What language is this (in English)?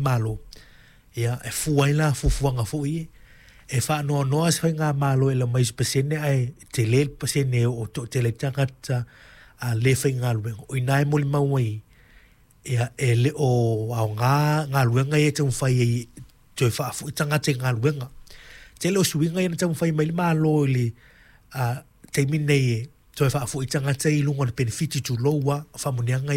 Samoan